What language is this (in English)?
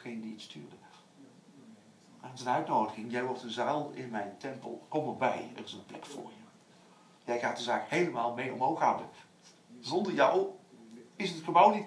Dutch